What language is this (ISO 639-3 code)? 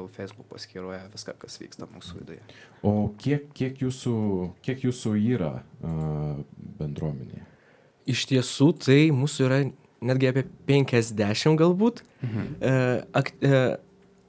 lit